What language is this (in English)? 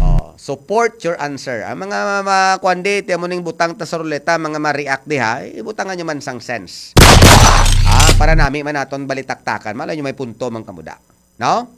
Hiligaynon